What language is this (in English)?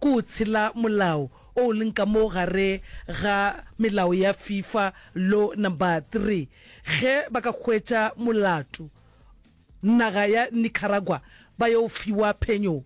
Northern Sotho